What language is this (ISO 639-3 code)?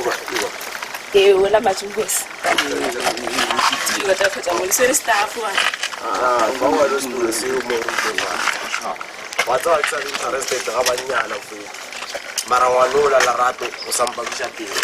nso